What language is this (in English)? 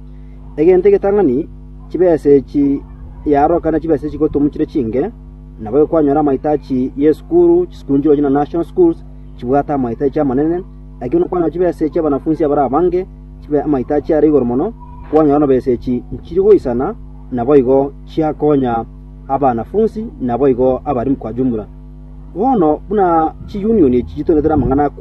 Gusii